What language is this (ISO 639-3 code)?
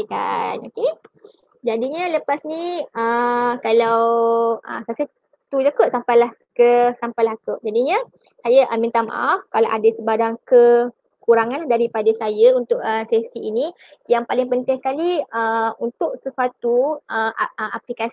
msa